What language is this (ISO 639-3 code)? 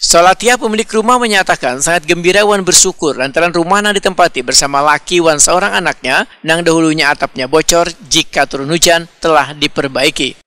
bjn